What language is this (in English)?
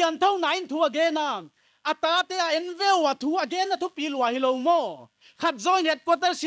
Paite Chin